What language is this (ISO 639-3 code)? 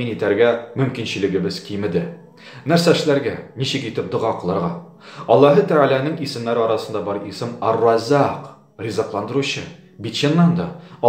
tat